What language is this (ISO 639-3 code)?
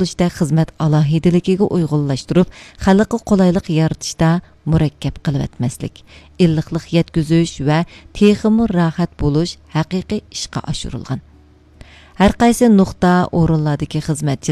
uig